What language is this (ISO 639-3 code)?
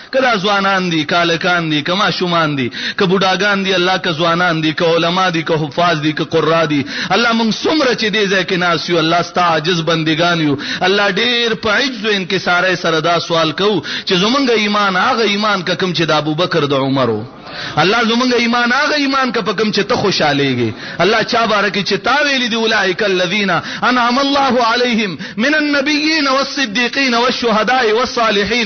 pus